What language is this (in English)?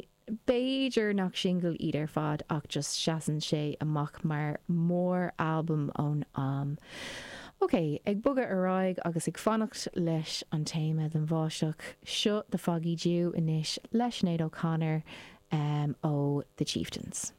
Irish